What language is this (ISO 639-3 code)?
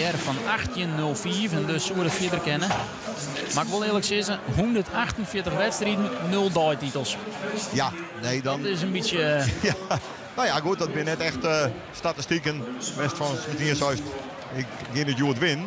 fry